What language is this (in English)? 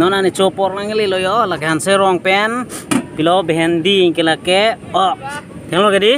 Karbi